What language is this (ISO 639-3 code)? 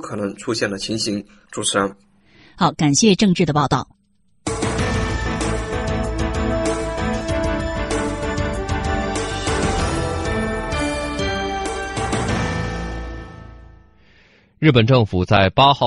zho